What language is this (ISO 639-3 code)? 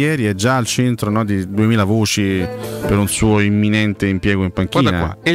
ita